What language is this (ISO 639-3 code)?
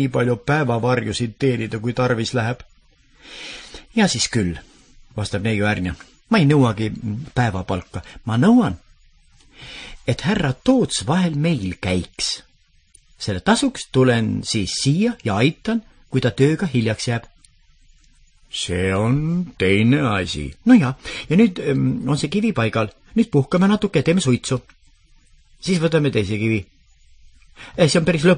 est